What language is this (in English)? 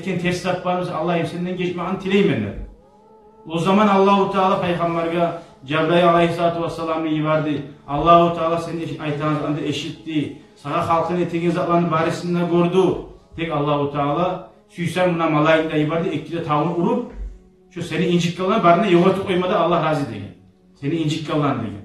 Kumyk